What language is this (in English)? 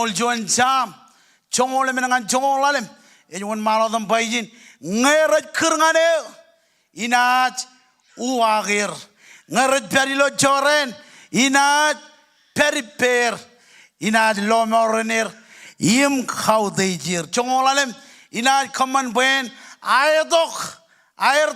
Marshallese